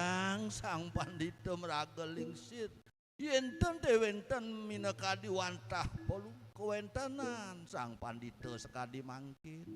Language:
Balinese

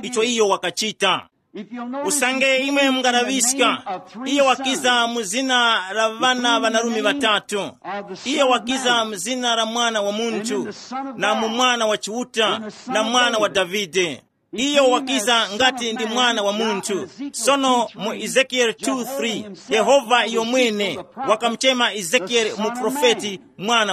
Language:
Tumbuka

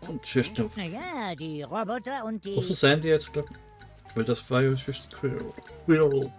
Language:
Swiss German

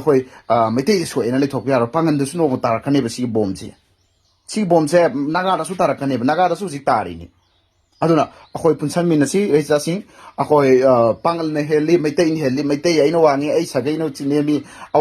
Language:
Manipuri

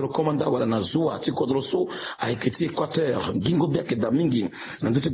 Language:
Sango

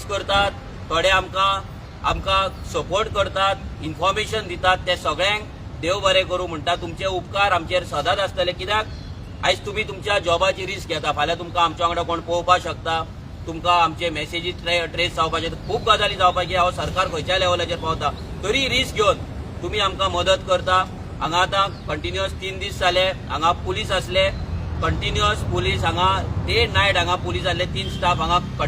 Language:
Konkani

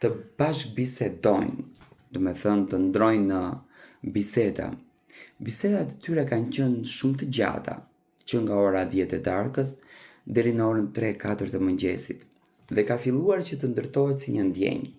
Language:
Albanian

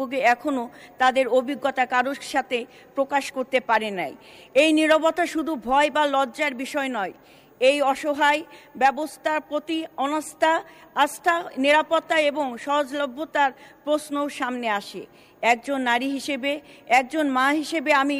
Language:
Bangla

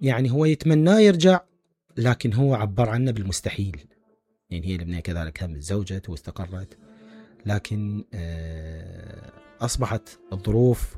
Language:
Mesopotamian Arabic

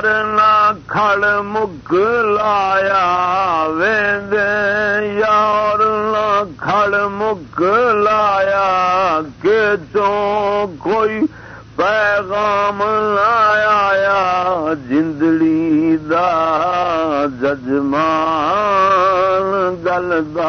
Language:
Saraiki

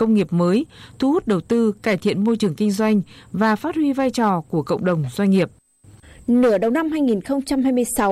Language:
Vietnamese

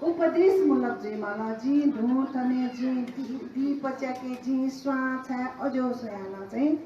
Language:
Newari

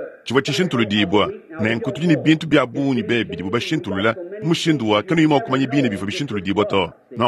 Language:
Luba-Lulua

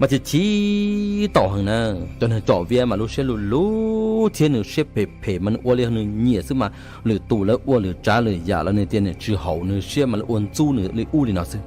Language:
Hmong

